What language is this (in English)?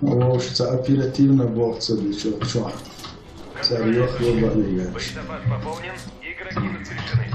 Chechen